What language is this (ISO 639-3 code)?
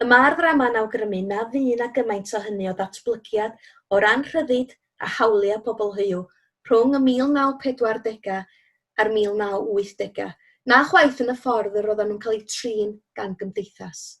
cym